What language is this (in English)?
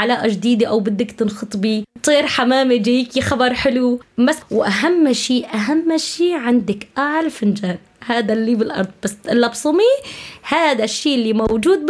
North Levantine Arabic